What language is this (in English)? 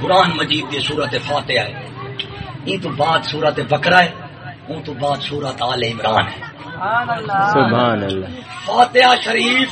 Saraiki